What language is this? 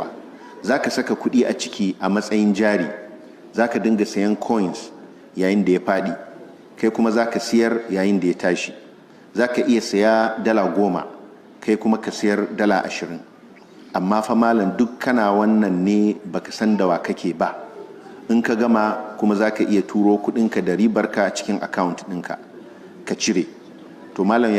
Hausa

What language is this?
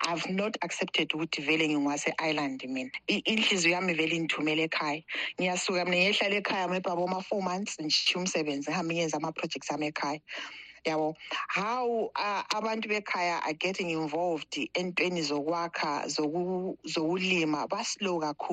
North Ndebele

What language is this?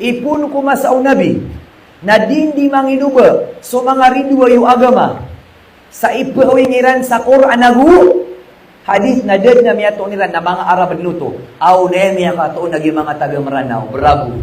Maranao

